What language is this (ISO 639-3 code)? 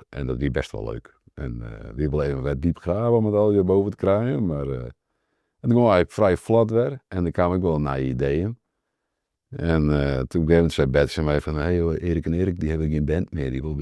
fry